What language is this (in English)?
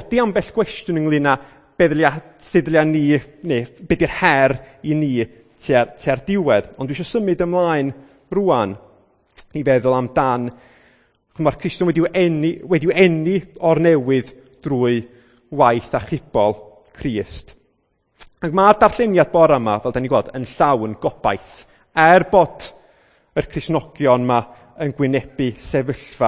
Welsh